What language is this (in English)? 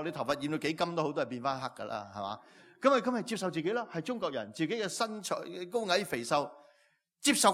Cantonese